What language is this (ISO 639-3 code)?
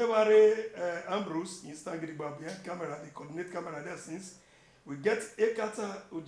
pcm